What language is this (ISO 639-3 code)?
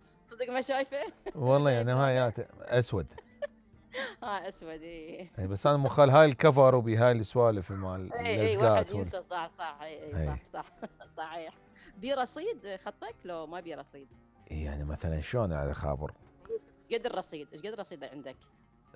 acm